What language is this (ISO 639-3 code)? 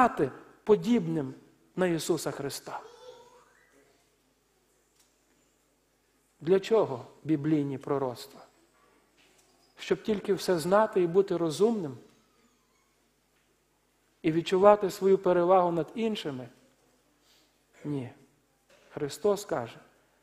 ukr